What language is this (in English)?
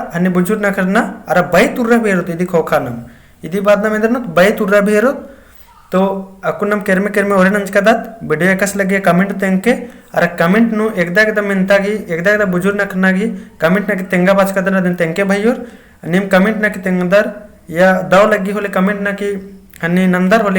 Kurukh